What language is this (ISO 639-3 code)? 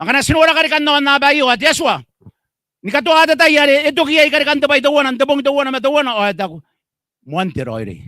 gil